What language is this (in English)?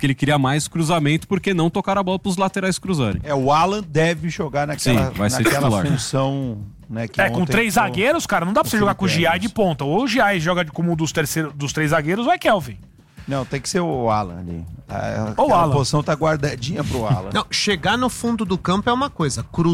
Portuguese